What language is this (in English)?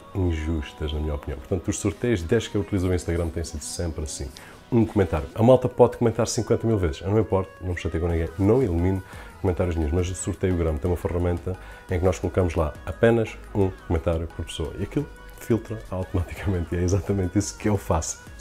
Portuguese